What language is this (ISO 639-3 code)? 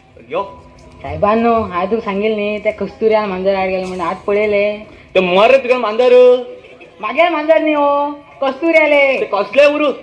kok